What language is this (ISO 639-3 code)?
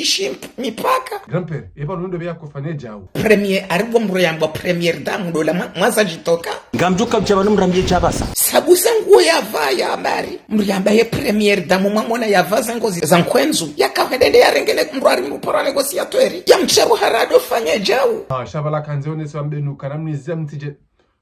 zdj